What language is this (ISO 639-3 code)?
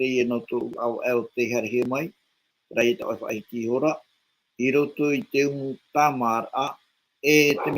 tah